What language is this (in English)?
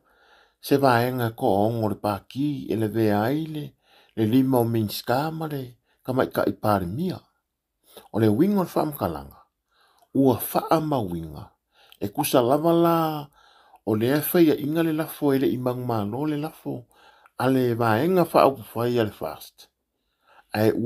Samoan